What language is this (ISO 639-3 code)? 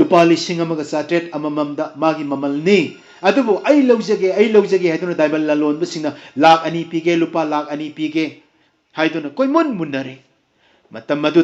mni